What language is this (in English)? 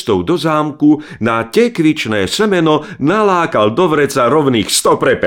Slovak